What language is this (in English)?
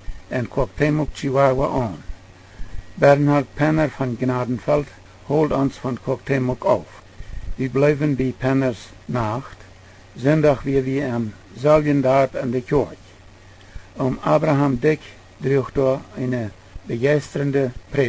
Plautdietsch